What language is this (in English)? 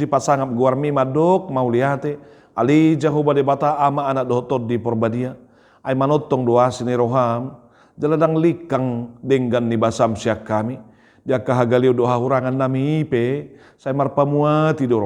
Batak Toba